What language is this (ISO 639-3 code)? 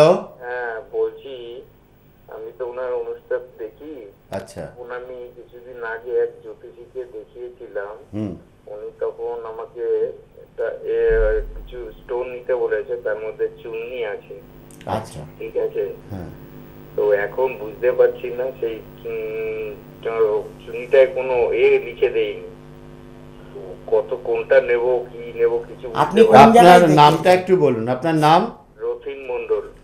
ben